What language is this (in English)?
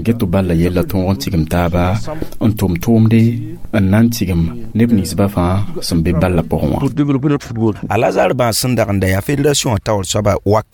Mossi